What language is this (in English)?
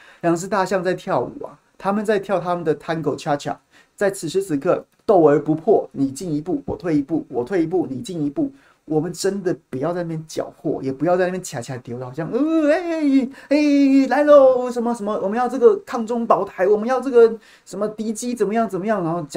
Chinese